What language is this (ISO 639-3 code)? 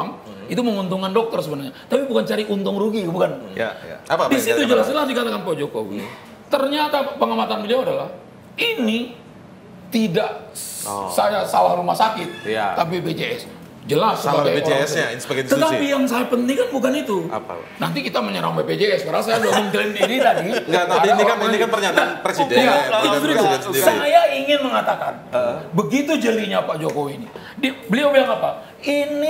ind